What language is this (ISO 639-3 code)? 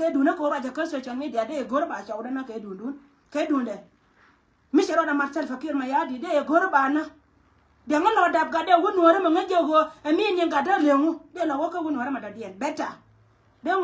nus